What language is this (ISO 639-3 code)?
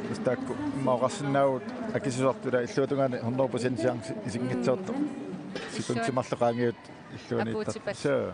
kal